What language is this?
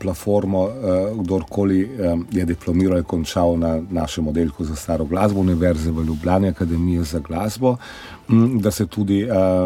Slovenian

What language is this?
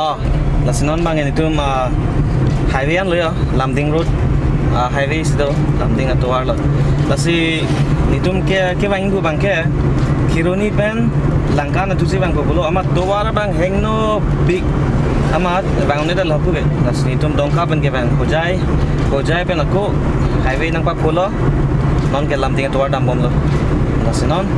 Karbi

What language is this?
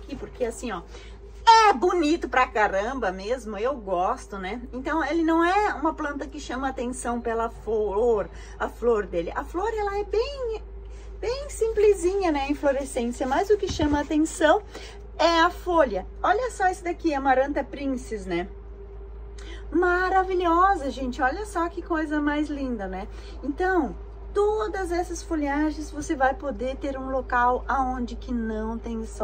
Portuguese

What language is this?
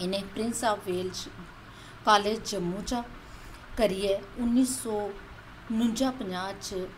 Dogri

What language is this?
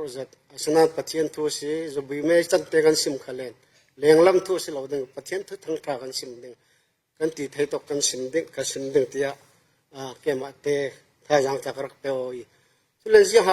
Falam Chin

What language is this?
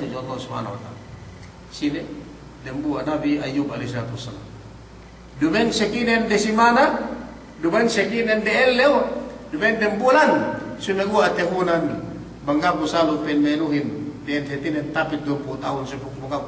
Yakan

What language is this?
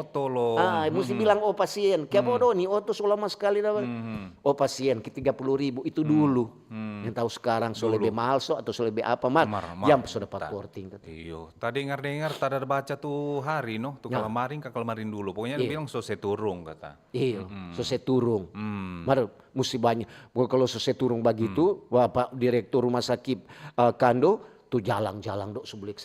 Manado Malay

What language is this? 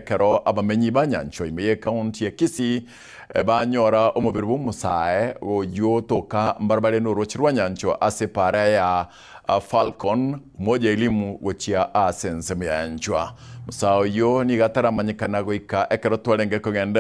Gusii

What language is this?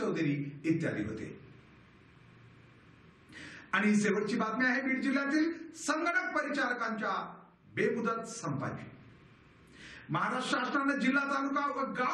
Marathi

